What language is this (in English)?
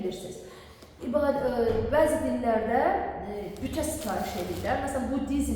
Azerbaijani